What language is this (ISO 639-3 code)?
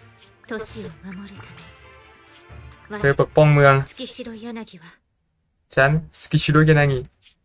tha